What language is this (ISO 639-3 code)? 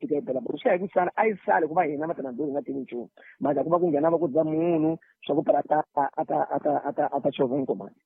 tso